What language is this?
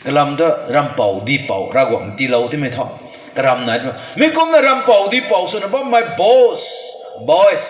Rongmei Naga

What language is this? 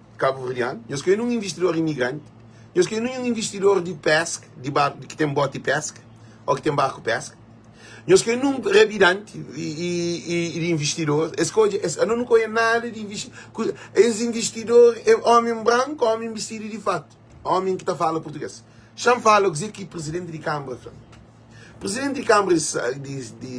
Kabuverdianu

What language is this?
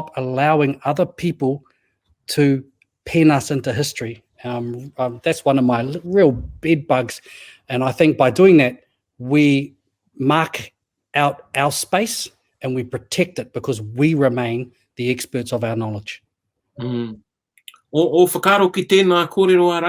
Māori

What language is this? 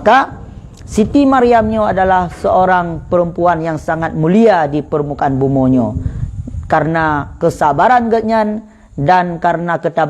Achinese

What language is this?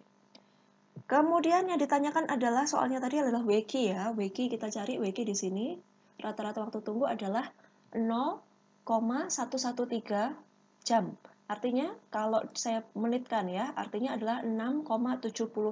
Indonesian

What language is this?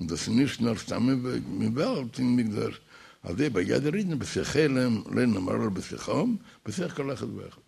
Yiddish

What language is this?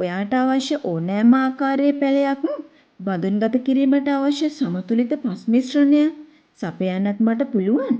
Sinhala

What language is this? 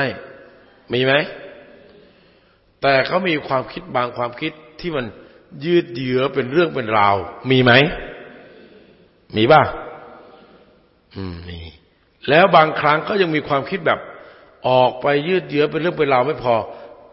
Thai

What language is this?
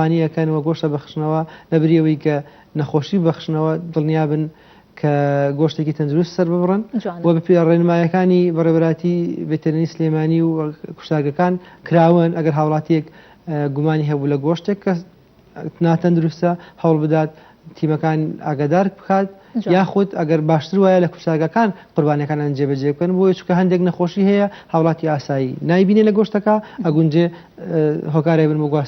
Central Kurdish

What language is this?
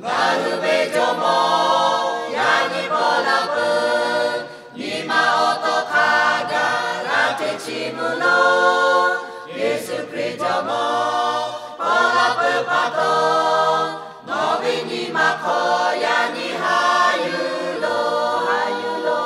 Lahu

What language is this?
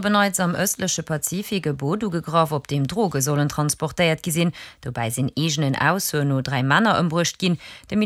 Luxembourgish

